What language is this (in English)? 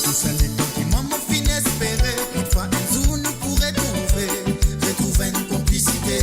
Morisyen